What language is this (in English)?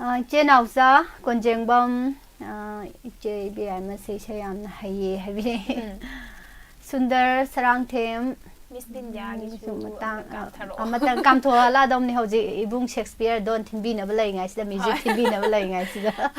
Manipuri